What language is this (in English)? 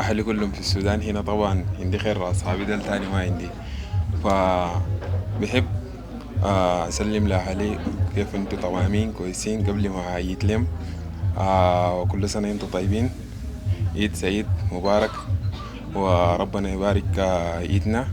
Sudanese Arabic